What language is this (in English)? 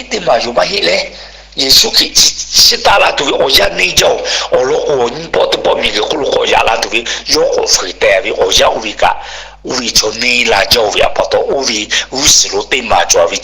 Lahu